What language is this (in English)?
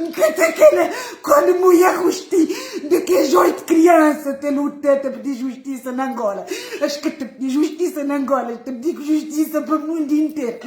Kabuverdianu